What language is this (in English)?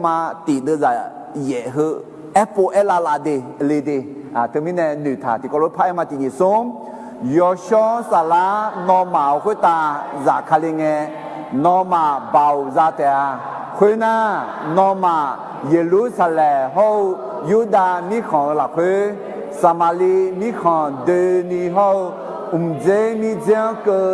Akha